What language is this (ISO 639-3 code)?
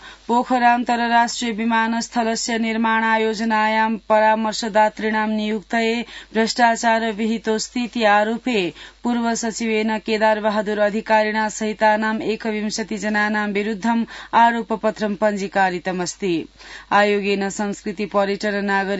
san